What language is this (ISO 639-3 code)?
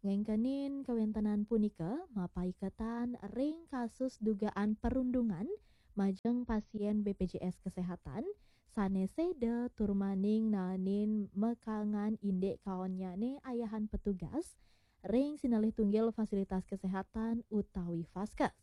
ban